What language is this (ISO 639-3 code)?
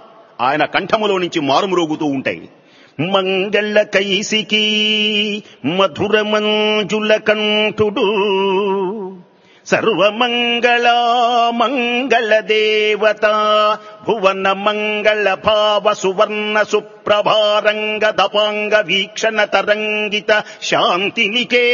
tel